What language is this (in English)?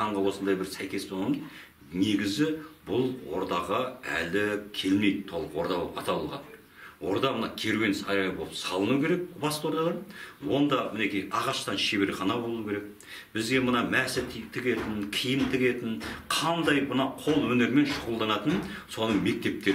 Kazakh